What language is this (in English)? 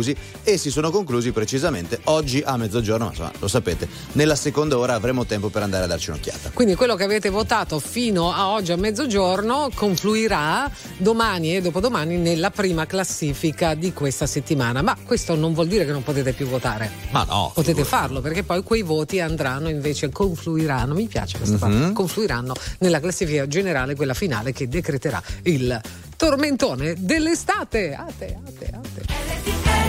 Italian